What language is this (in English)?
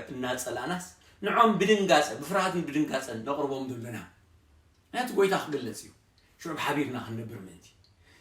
Tigrinya